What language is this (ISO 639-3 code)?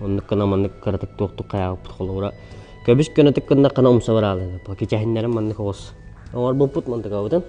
sah